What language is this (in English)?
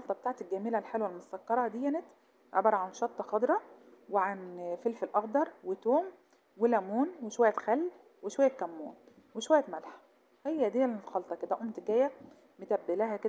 Egyptian Arabic